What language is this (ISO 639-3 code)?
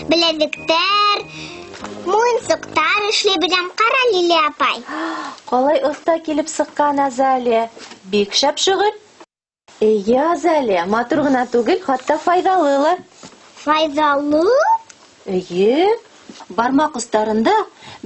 bak